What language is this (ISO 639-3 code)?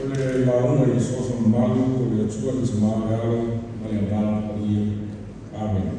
smo